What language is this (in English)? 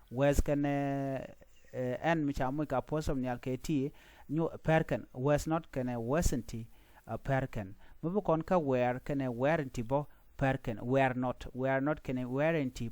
Nuer